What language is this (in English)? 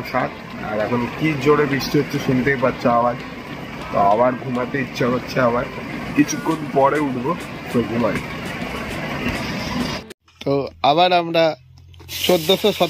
Bangla